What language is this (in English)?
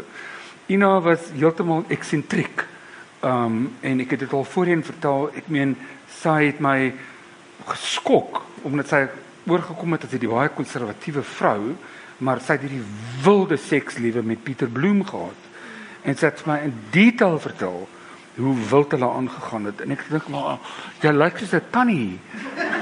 Afrikaans